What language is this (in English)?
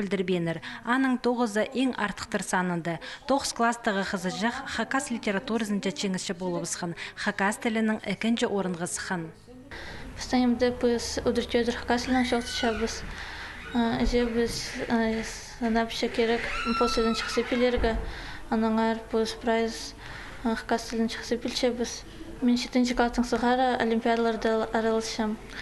Khakas